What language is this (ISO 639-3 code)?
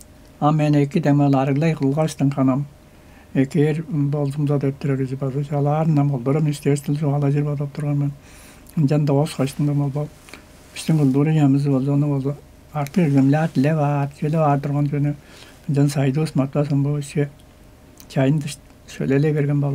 tyv